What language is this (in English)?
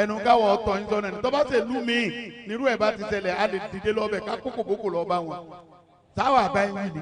Yoruba